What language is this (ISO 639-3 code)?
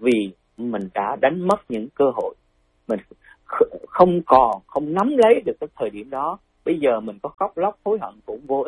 vie